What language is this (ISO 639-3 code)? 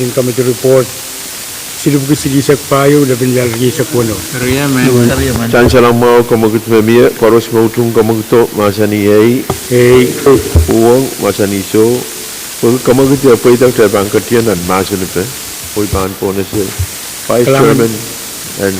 pon